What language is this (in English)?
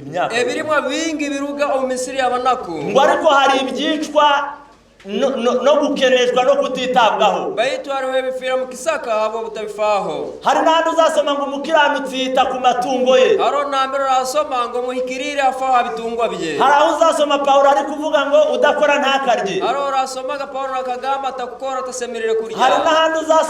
Kinyarwanda